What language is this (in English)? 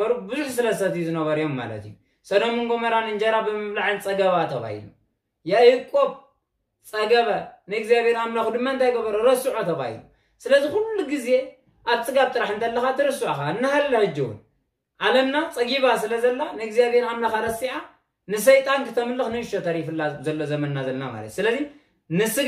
Tigrinya